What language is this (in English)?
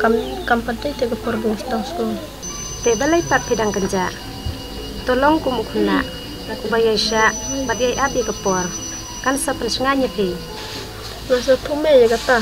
Khasi